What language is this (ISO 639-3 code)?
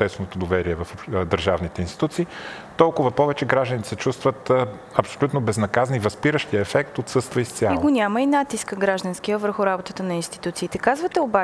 bul